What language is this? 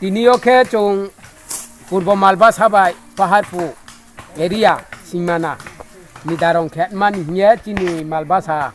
Riang (India)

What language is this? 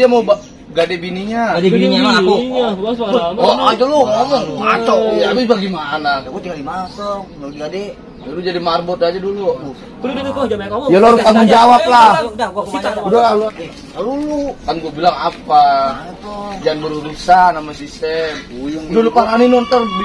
Betawi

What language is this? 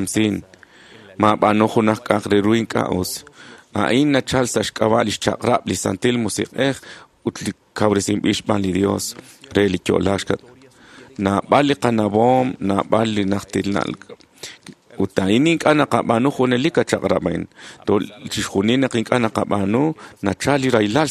Kekchí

